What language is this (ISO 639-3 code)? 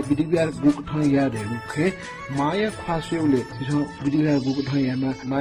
new